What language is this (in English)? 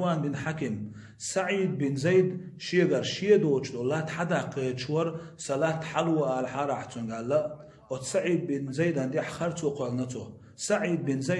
Chechen